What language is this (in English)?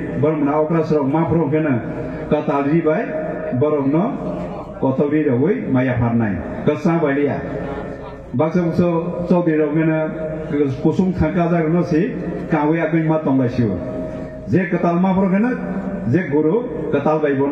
Kok Borok